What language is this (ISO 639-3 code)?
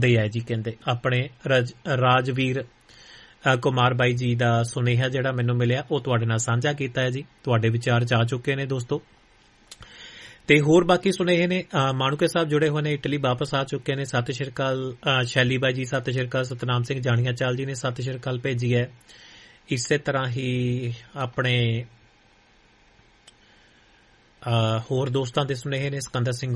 pan